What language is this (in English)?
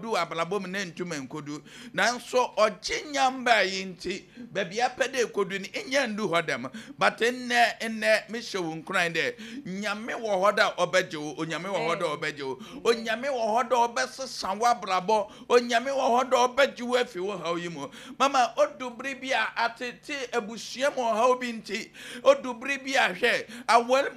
Akan